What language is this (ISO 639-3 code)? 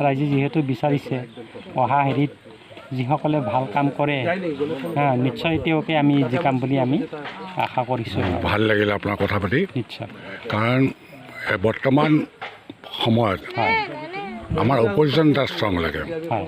asm